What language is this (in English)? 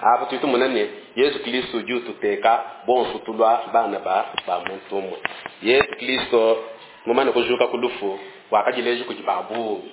Luba-Lulua